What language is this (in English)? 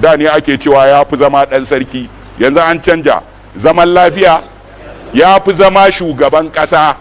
Hausa